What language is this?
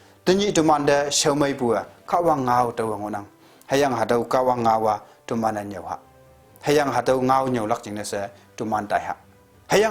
Konyak Naga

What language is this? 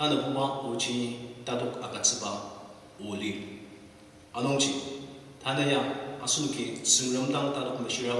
Ao Naga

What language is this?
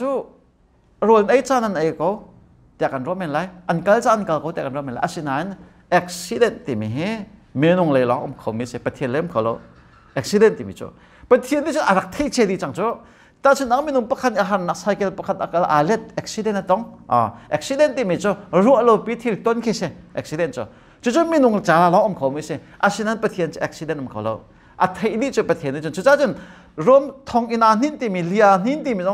Hakha Chin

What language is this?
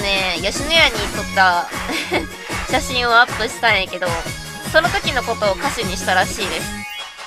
Japanese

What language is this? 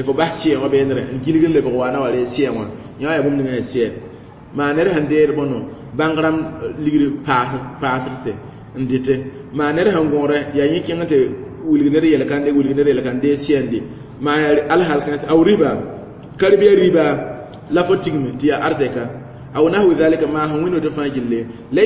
Mossi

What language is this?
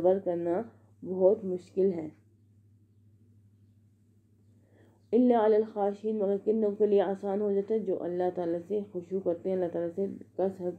Urdu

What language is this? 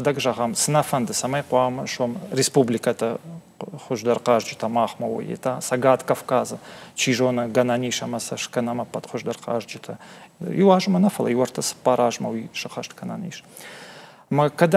Ossetic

